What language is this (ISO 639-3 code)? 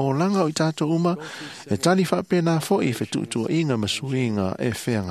smo